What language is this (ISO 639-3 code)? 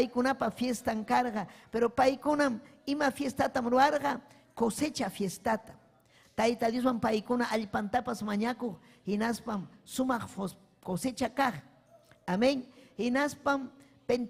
quy